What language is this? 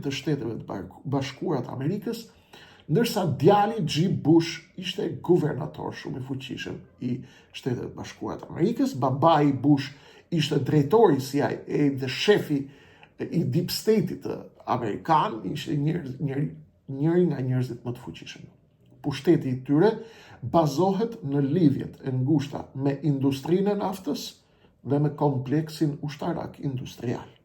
Albanian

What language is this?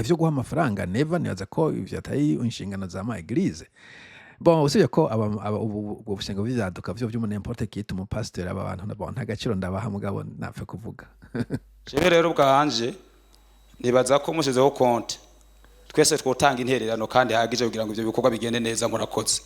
Rundi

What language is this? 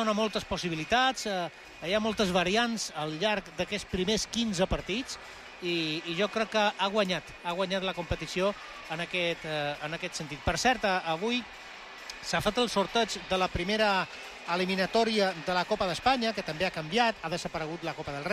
Catalan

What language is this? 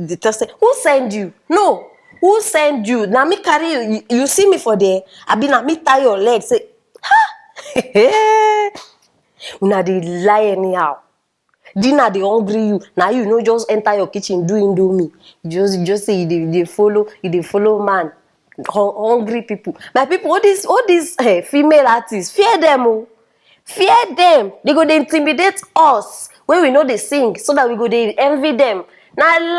Nigerian Pidgin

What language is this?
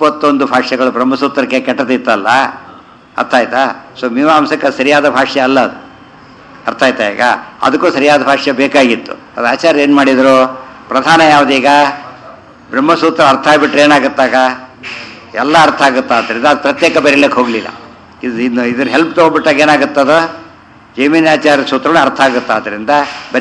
Kannada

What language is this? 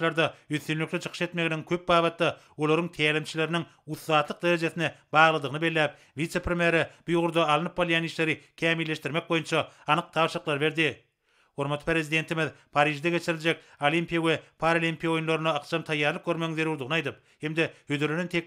Turkmen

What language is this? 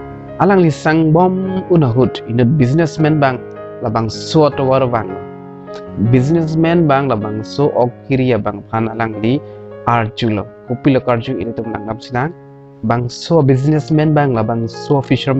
Karbi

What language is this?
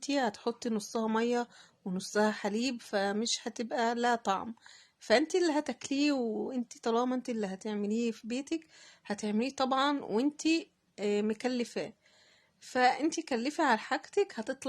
Egyptian Arabic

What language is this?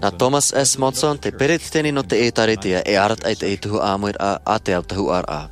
Tahitian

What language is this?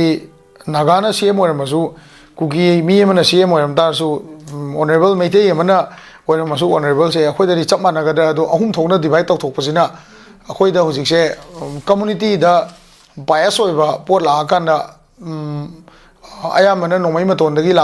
Manipuri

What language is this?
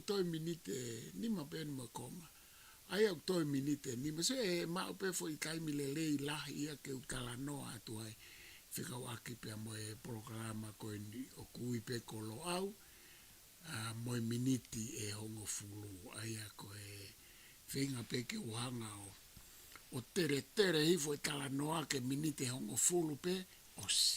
Tongan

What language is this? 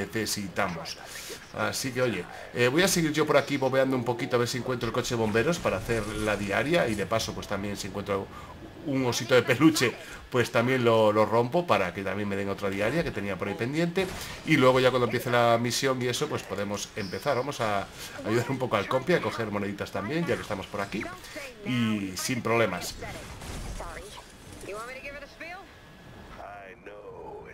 Spanish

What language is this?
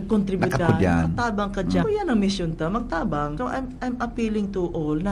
Bikol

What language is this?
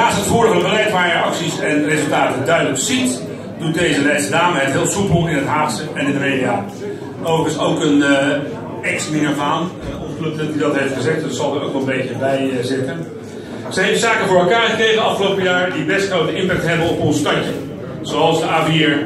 Dutch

